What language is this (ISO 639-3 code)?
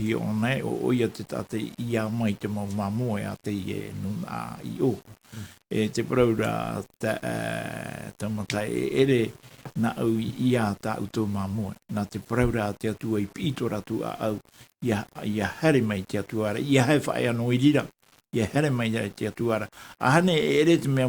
tah